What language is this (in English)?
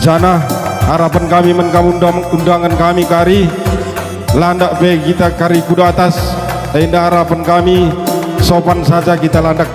Batak Karo